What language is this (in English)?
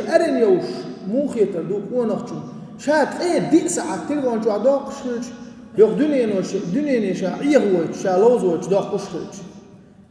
Chechen